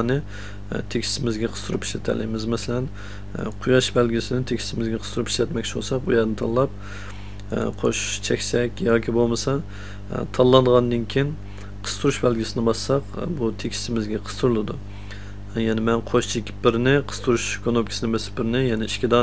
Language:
Uyghur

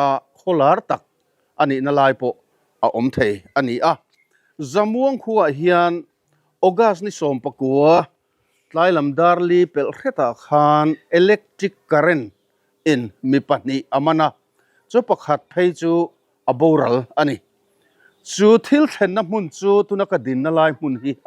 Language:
Mizo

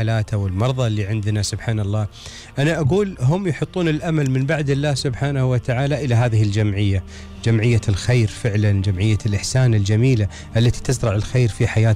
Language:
Gulf Arabic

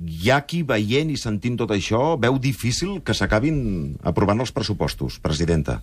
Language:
Catalan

